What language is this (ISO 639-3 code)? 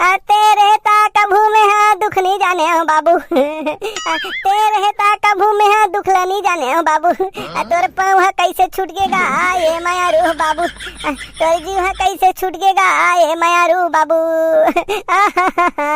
hne